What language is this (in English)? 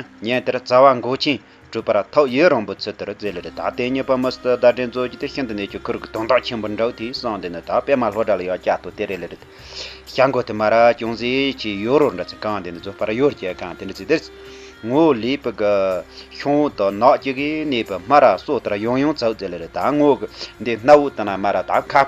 Tibetan